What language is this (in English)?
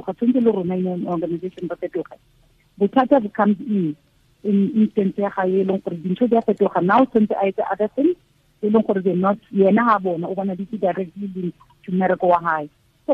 Tswana